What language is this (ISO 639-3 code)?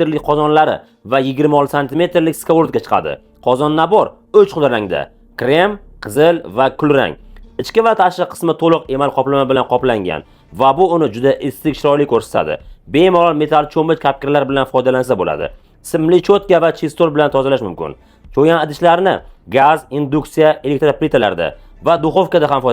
uzb